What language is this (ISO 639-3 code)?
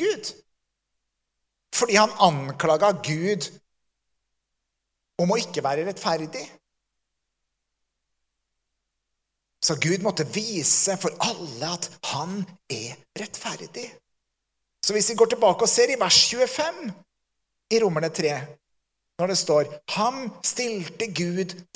nor